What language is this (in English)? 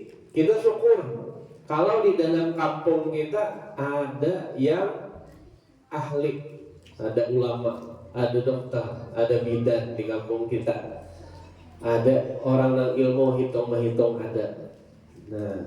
Banjar